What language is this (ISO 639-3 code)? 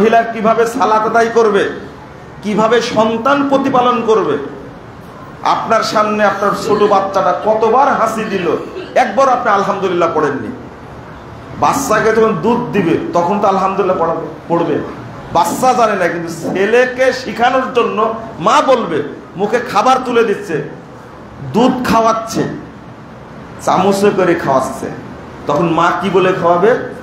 ben